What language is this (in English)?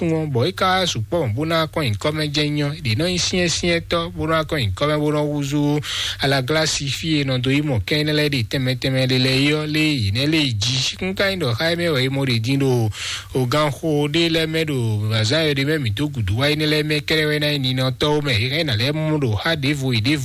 Fon